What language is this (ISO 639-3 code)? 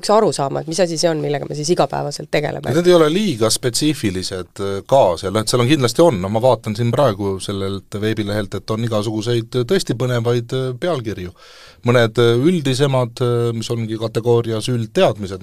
est